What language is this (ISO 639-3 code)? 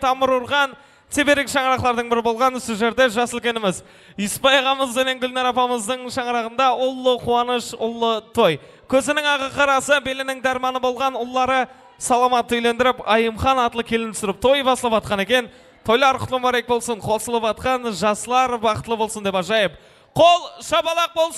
kaa